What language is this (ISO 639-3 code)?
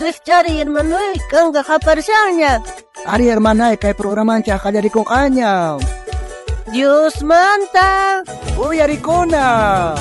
quh